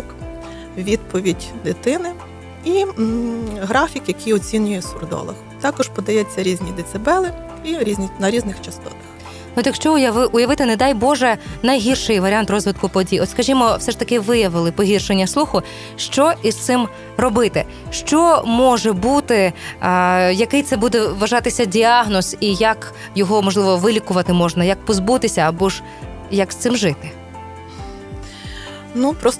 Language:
Ukrainian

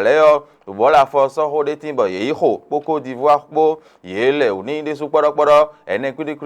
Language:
Fon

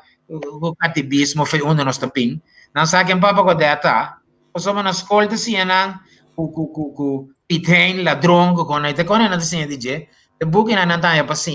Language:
Papiamento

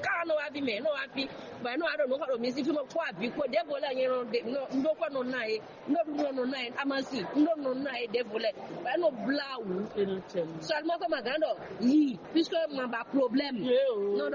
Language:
Fon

